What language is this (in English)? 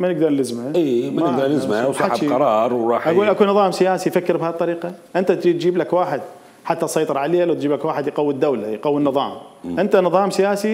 Mesopotamian Arabic